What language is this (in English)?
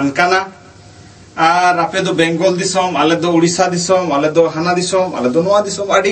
Santali